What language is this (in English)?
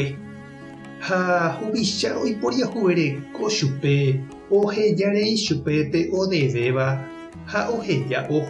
Guarani